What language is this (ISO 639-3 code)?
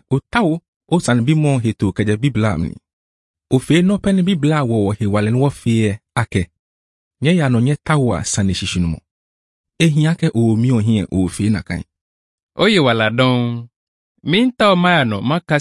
ewe